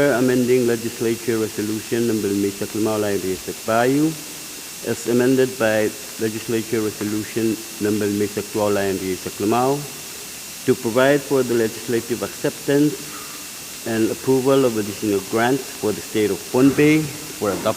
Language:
Pohnpeian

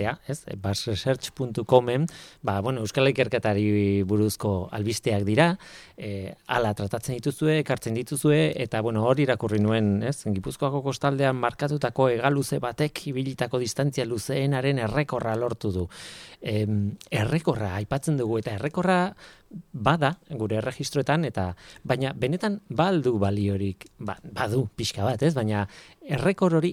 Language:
Basque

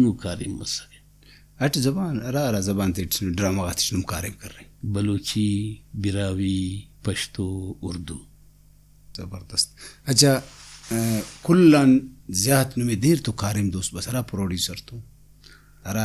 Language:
Brahui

